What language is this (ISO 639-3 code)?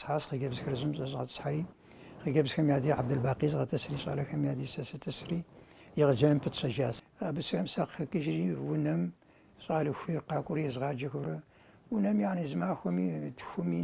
kbd